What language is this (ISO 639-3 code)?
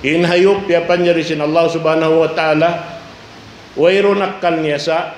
tsg